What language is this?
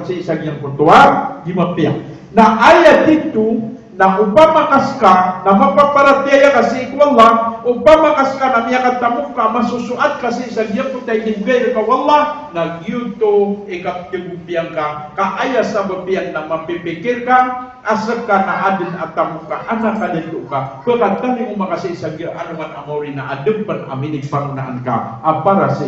Maranao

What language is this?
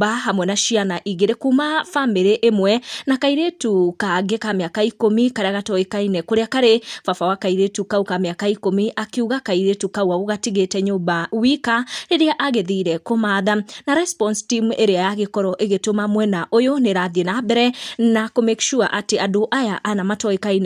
Kikuyu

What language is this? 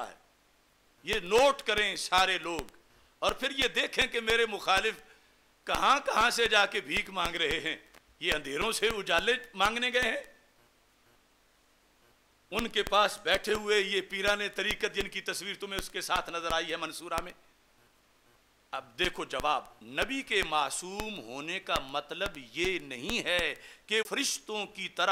Urdu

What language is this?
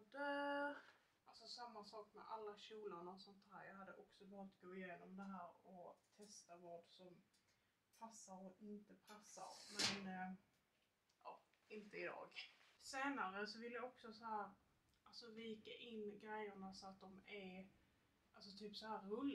Swedish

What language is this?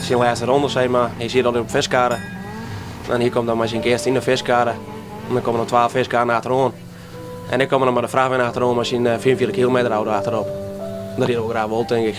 Western Frisian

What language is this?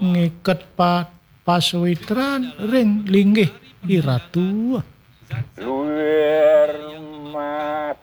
Balinese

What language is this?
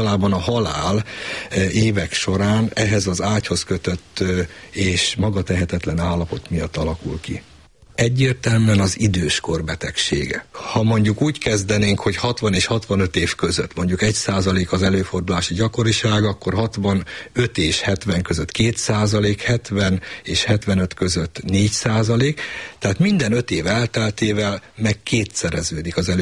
Hungarian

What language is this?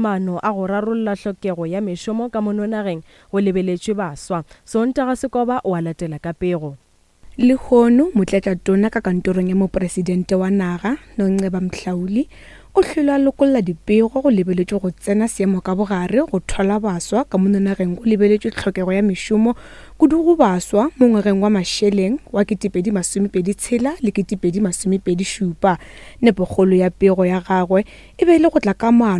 Northern Sotho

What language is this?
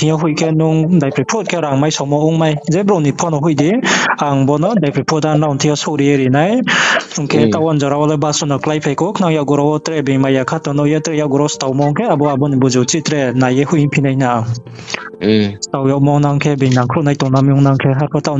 Riang (India)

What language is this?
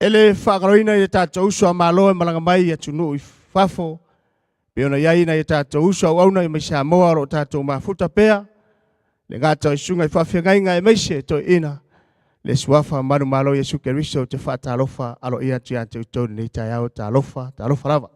Samoan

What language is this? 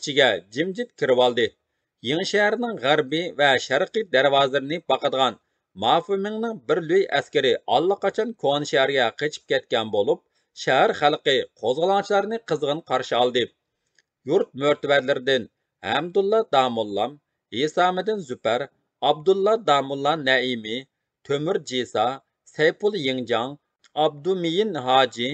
Uyghur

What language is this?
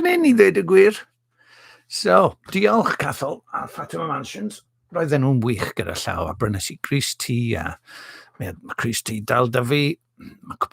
Welsh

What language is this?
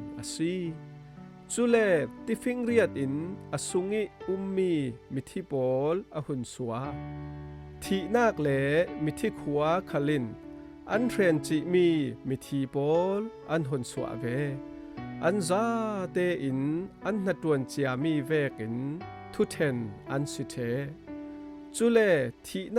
Falam Chin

